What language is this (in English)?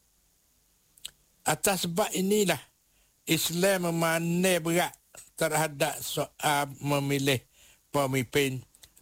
Malay